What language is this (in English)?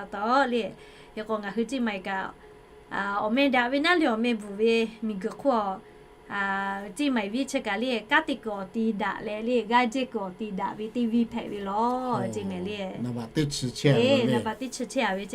Lahu